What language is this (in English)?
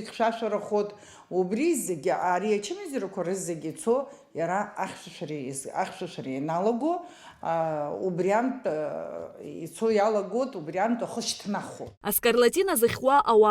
Abkhazian